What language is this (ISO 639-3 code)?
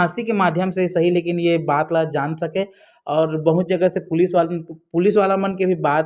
hne